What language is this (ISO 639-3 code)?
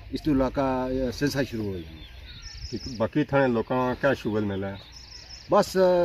phr